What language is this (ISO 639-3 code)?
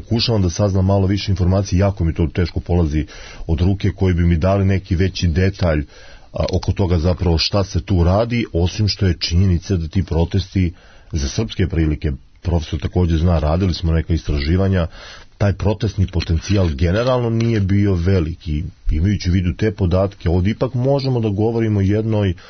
srp